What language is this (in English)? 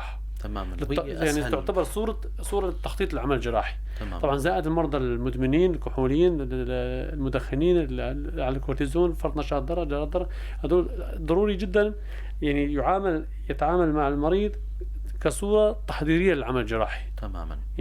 North Levantine Arabic